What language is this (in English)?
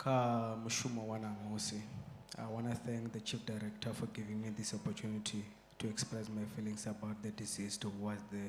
Venda